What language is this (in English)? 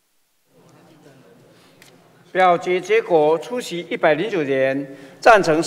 Chinese